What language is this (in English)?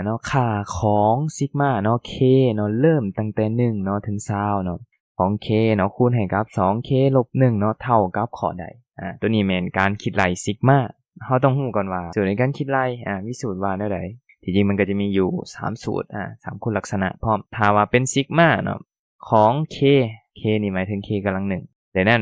Lao